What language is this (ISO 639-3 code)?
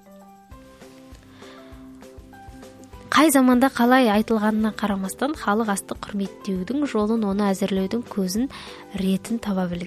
kaz